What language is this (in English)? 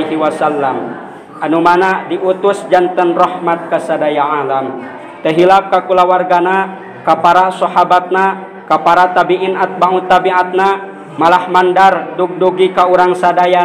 Sundanese